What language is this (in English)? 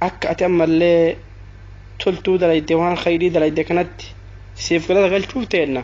Oromo